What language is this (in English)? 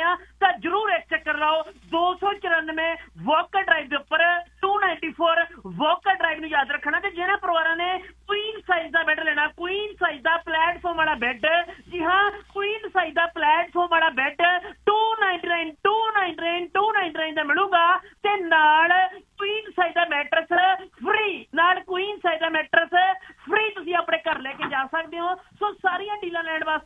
Punjabi